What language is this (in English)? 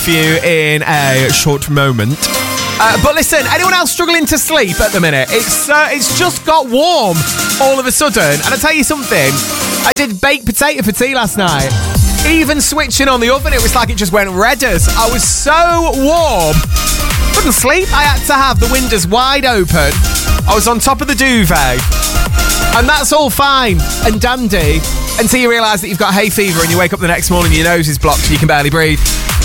English